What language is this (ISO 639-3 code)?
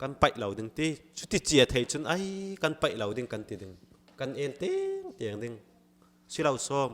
cfm